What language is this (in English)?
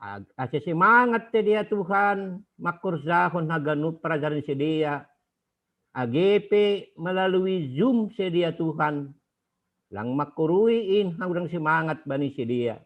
Batak Simalungun